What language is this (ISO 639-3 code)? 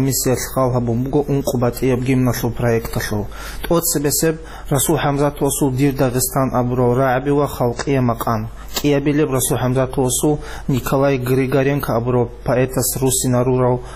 ava